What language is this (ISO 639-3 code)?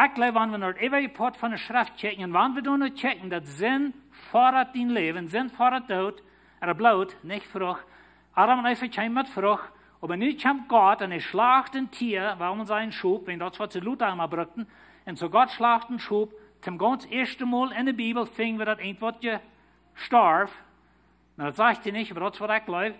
pdt